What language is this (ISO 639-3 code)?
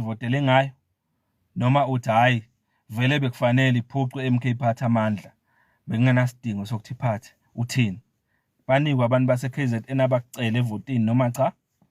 zul